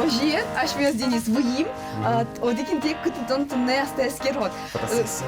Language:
Udmurt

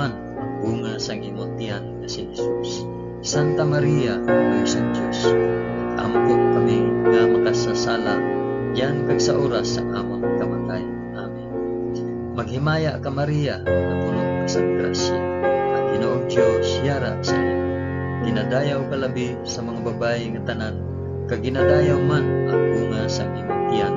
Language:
Hiligaynon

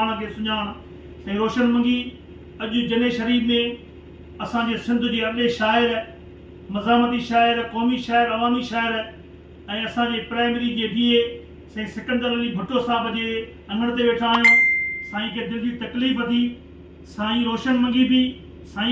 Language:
Sindhi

